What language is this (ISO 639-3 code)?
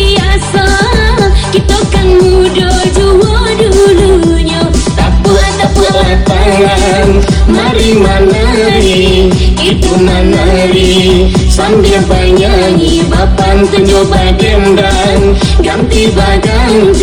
min